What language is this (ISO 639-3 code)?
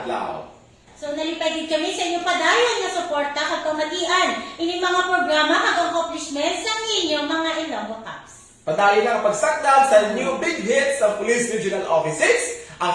hil